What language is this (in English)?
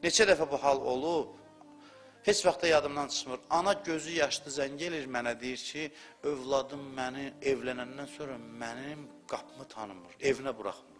Azerbaijani